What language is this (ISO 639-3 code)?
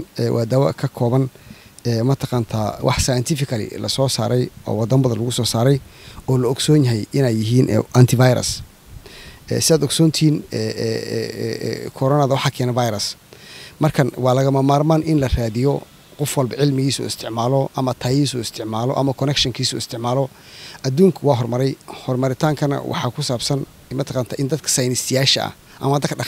som